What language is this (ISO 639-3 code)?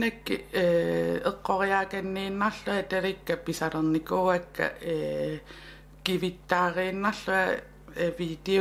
kal